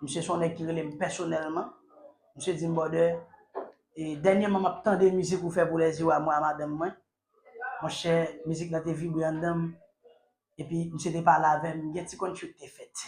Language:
Haitian Creole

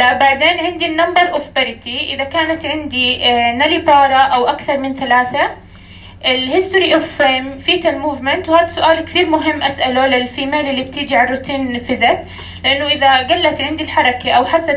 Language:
North Levantine Arabic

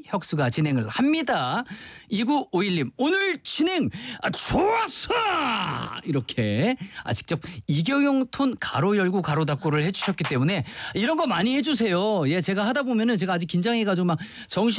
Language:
Korean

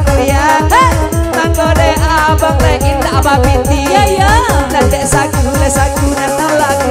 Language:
Minangkabau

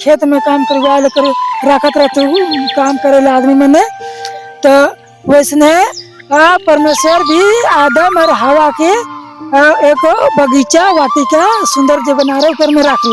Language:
Sadri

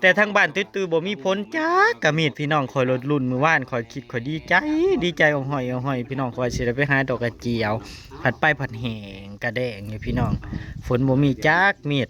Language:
Northeastern Thai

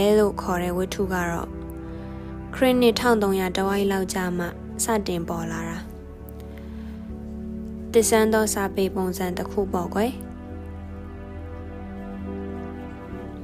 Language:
Burmese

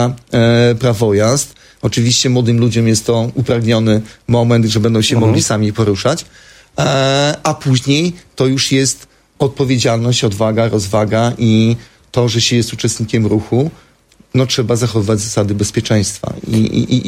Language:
Polish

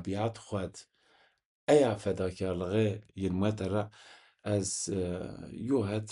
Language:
Zaza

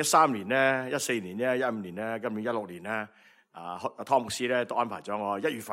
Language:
Cantonese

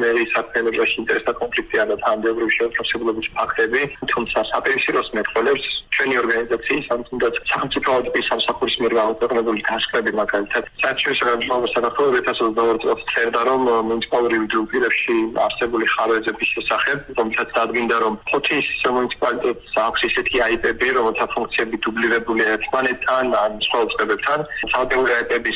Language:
Georgian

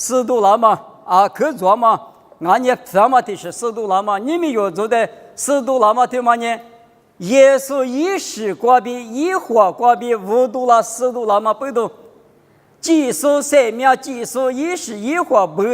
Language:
Lisu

